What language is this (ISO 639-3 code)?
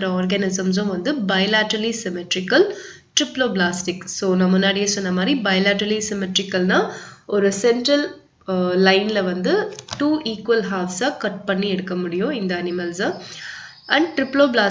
tam